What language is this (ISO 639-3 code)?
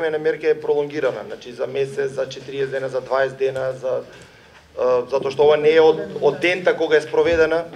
mkd